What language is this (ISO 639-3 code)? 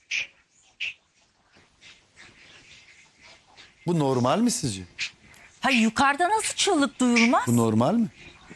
tur